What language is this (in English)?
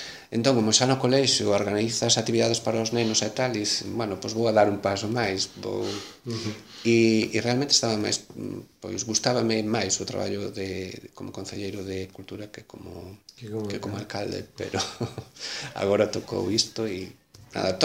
Galician